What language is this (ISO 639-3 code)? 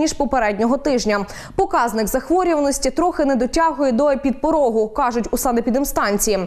ukr